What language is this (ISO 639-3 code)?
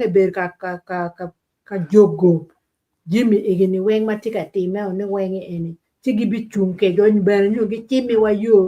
ach